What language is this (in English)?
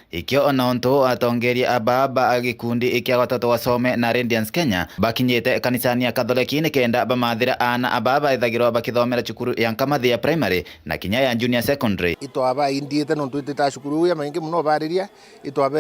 Meru